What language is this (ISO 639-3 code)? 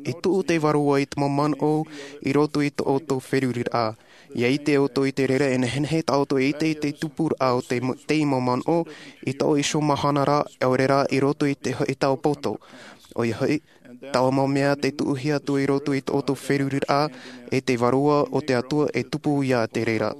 tah